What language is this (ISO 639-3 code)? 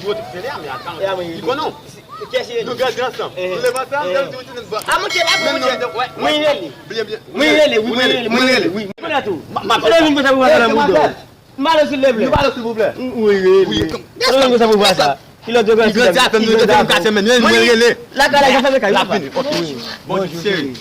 hat